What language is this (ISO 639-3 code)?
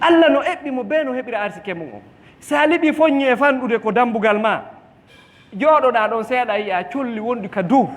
ful